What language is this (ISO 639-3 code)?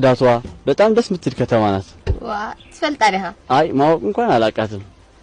amh